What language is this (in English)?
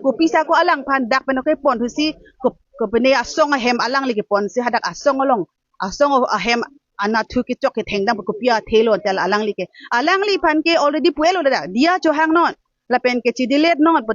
Karbi